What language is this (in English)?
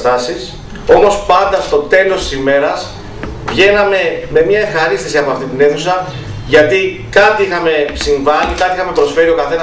Greek